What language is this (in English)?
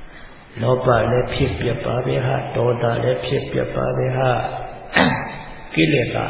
Burmese